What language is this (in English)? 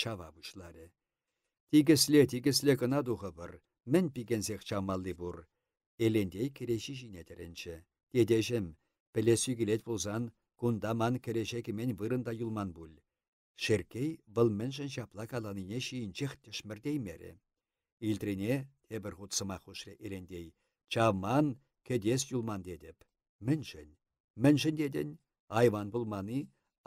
Chuvash